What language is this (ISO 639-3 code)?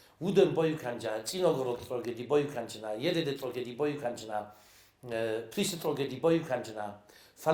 oss